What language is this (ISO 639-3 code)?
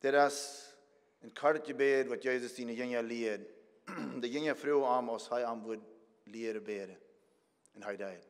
pdt